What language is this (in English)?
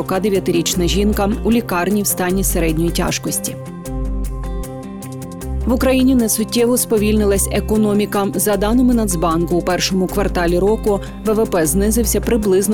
Ukrainian